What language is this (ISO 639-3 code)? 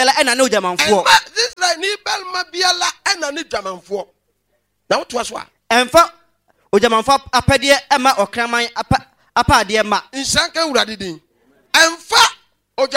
aka